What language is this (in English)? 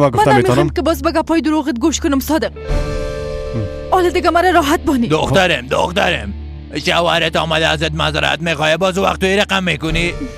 Persian